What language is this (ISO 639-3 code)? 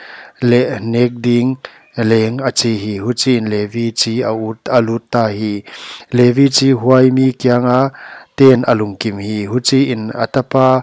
pck